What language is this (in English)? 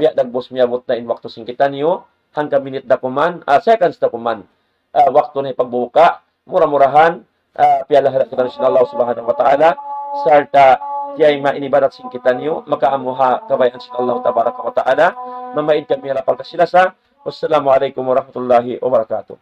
Tausug